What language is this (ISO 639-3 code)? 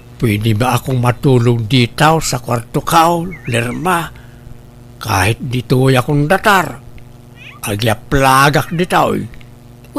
ilo